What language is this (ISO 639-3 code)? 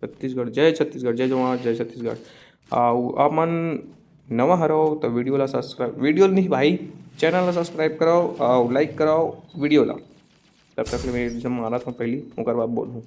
hne